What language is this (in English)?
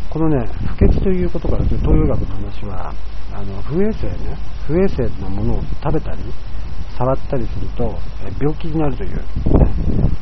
Japanese